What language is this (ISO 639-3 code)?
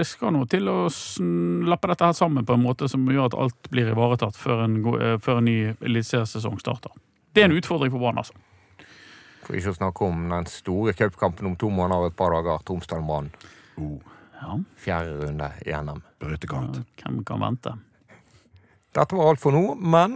nor